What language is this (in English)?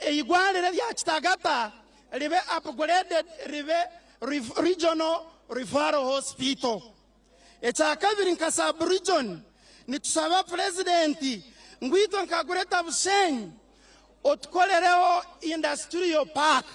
Nyankole